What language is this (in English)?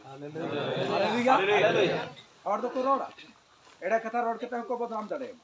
Santali